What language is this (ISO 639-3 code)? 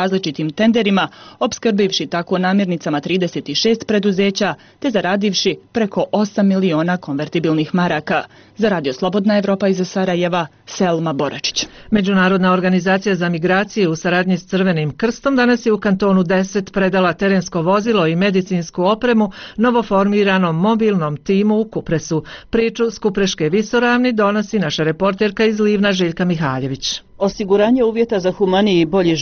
bos